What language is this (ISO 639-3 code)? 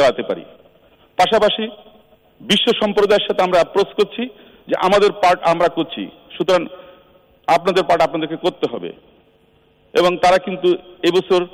ben